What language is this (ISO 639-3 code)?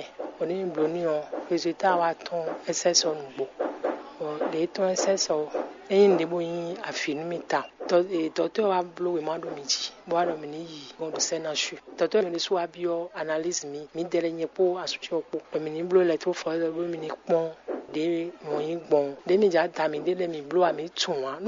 fon